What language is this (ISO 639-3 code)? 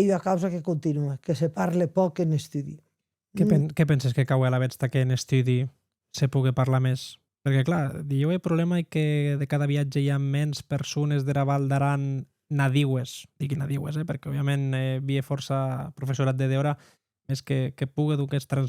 oci